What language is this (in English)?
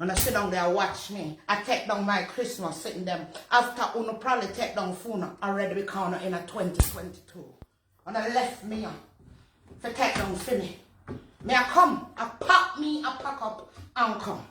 Jamaican Creole English